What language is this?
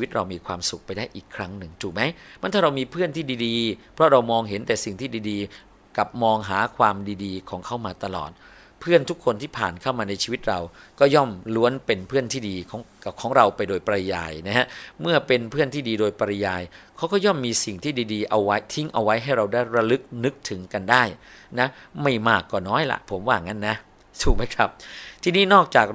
Thai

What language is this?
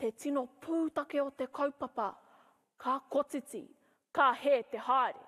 Māori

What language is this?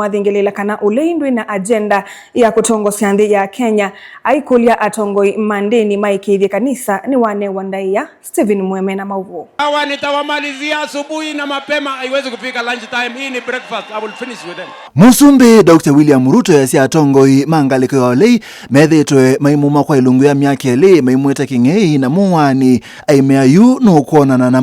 Kamba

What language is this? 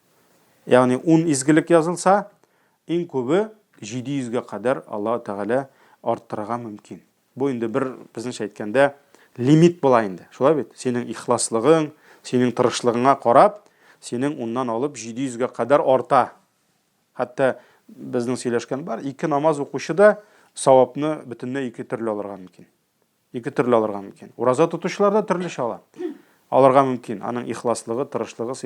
Tatar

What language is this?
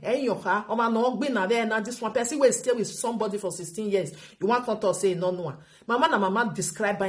Nigerian Pidgin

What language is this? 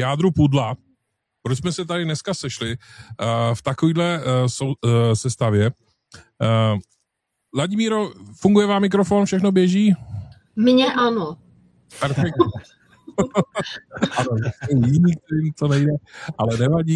Czech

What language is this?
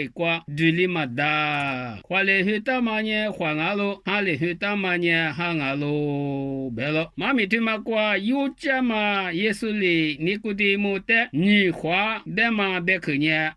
Lisu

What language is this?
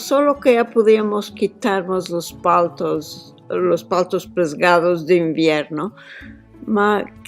Ladino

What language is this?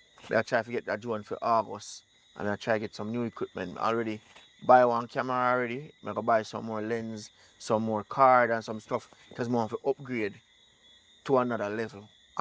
Jamaican Creole English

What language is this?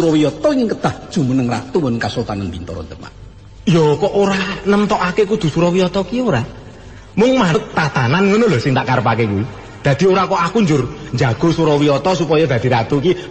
Javanese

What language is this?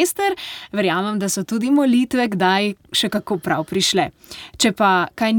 Slovenian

